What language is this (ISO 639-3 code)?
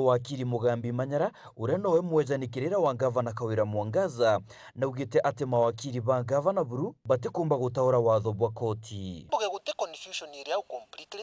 mer